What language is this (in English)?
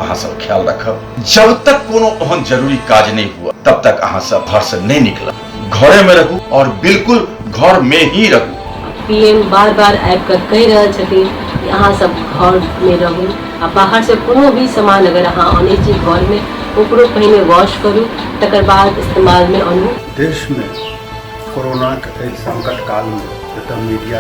Maithili